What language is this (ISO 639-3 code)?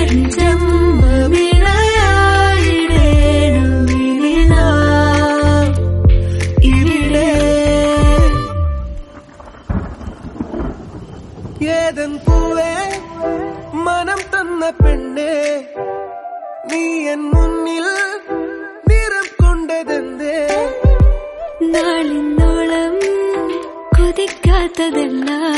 mal